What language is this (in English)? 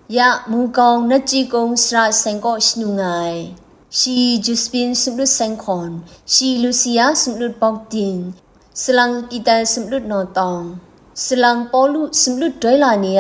Kachin